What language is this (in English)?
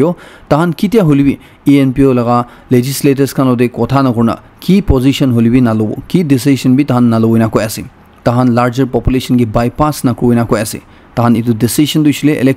Naga Pidgin